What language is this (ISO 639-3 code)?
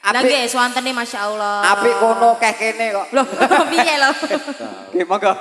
jav